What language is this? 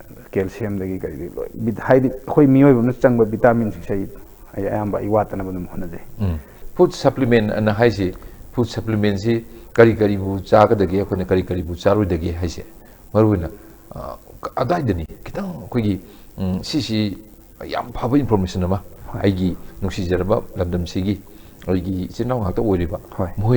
Manipuri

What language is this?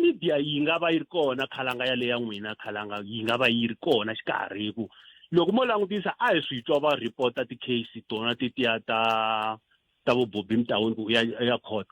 Tsonga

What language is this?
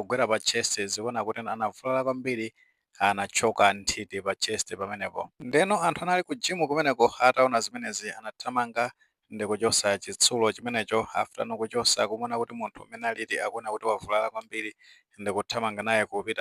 Nyanja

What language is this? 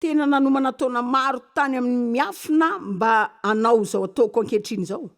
Malagasy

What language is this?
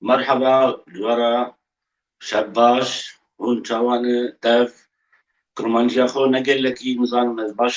Kurdish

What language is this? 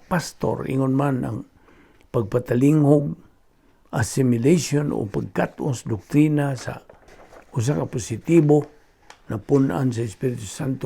Cebuano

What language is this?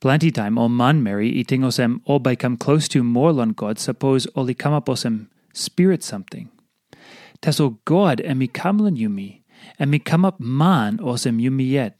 Tok Pisin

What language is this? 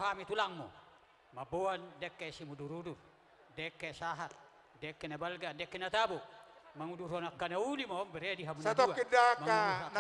Batak Toba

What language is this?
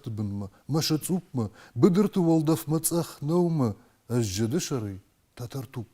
Ossetic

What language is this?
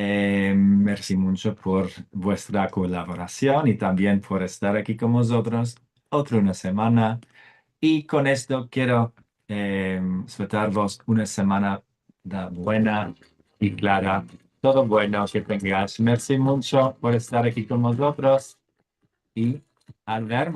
Ladino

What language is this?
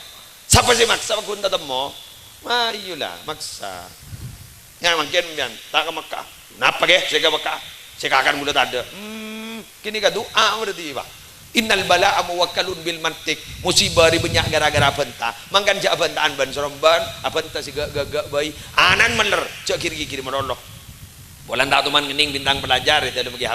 Madurese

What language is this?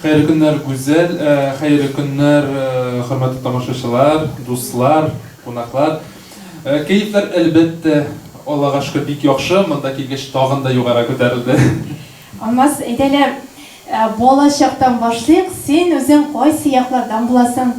Tatar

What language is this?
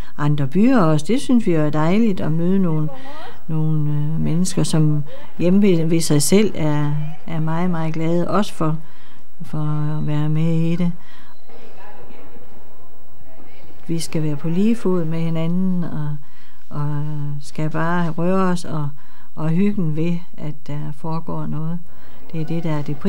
Danish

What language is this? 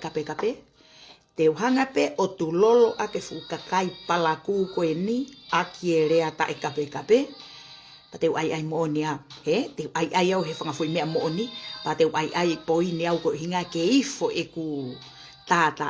Tongan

